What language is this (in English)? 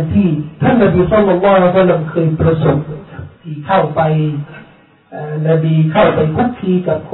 Thai